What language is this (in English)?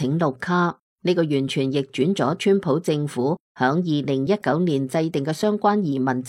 Cantonese